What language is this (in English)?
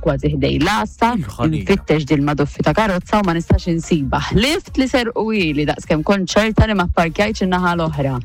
Maltese